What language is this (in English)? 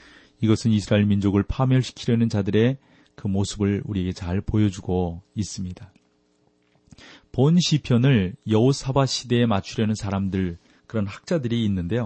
Korean